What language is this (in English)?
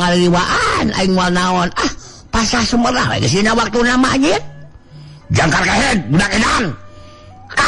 Sundanese